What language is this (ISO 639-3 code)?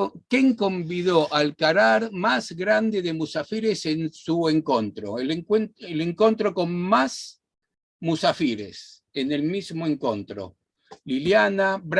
lad